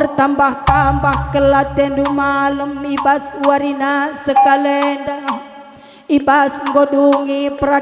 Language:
Batak Karo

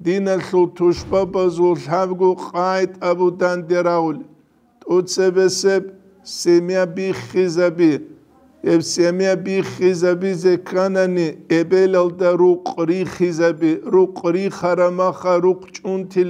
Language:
Avaric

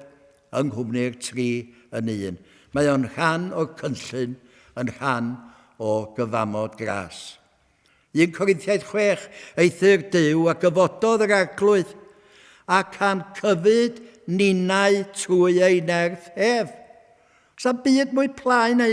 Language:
Welsh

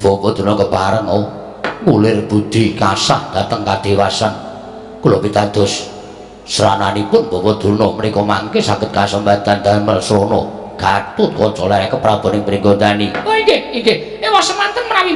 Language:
Javanese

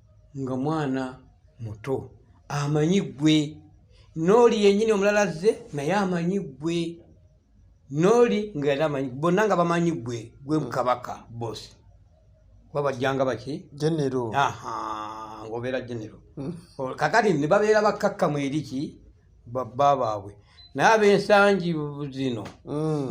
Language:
Ganda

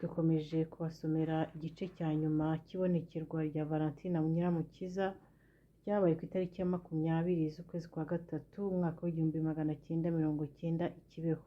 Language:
Kinyarwanda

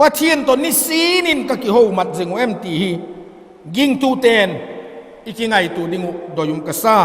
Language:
Vaiphei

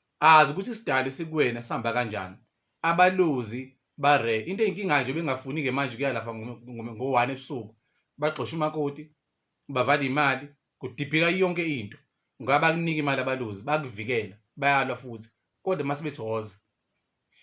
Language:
Zulu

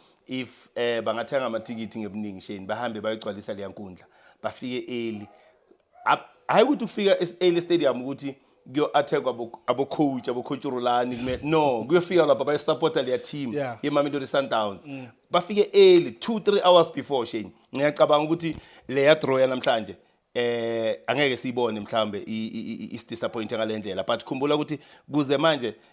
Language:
Zulu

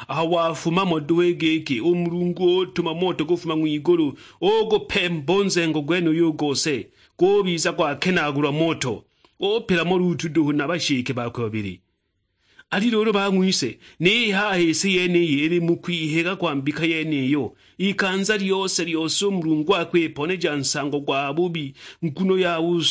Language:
Sukuma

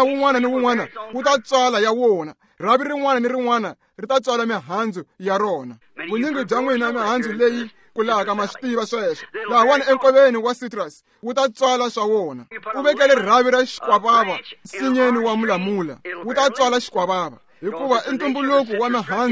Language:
Tsonga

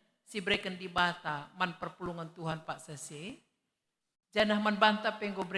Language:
Batak Karo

